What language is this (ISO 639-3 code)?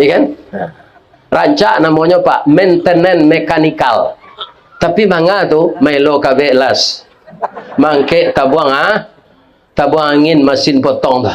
min